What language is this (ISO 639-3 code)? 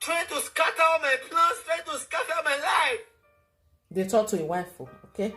pcm